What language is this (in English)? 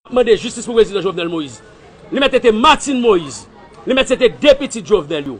Haitian Creole